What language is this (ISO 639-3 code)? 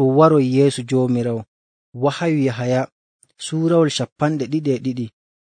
fuv